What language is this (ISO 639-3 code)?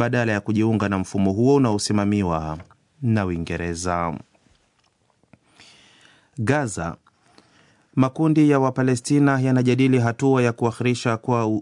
swa